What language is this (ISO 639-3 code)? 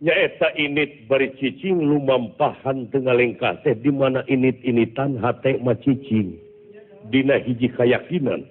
sun